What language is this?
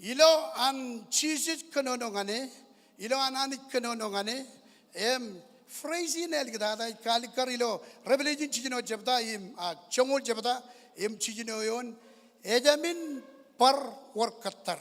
Marshallese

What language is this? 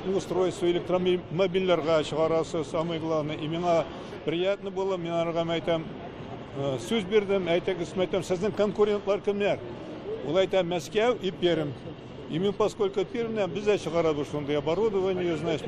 Tatar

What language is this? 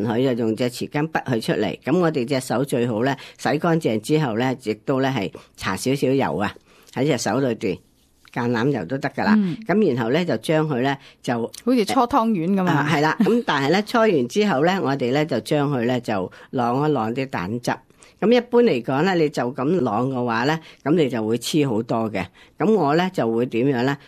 Cantonese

